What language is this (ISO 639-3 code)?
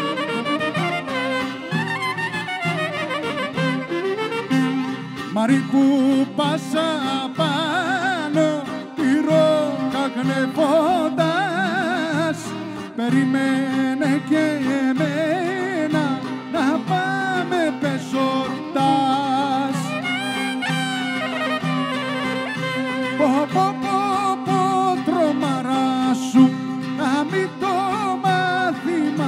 ell